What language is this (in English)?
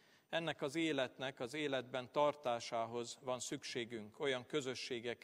Hungarian